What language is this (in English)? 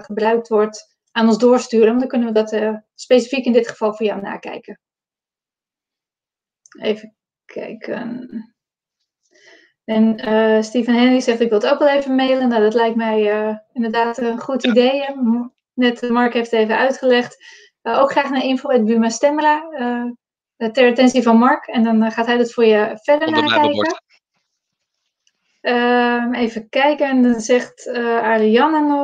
Dutch